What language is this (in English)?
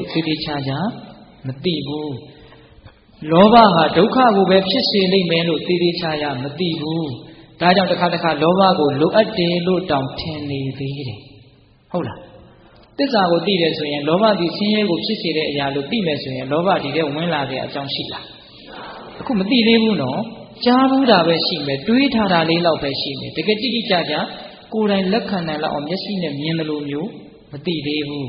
Burmese